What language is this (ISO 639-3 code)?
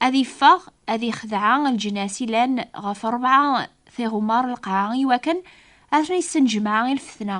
kab